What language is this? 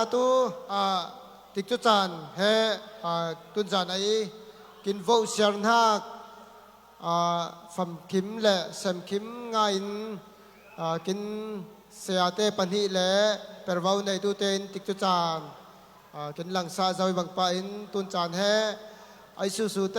Falam Chin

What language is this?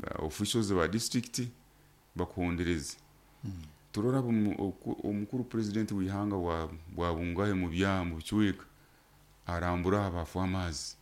Nyoro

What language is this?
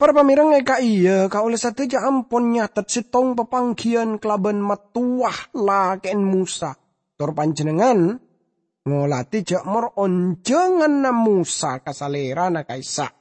Madurese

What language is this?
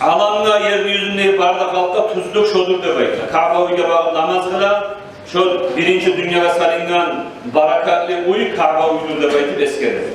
Kumyk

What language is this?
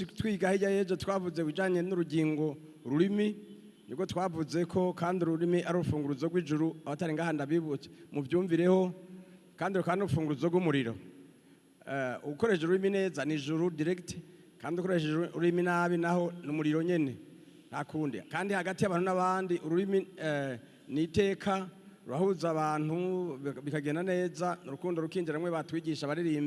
Rundi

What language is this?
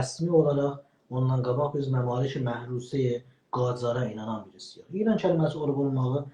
South Azerbaijani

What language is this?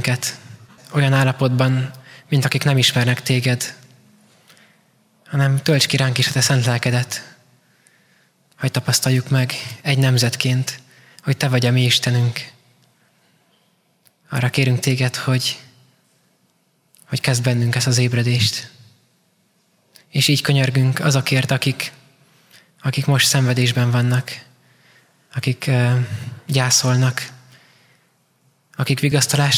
Hungarian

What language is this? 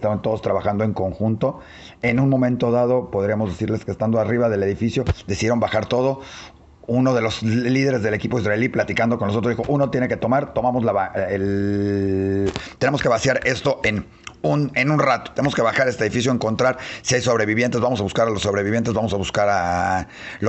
Spanish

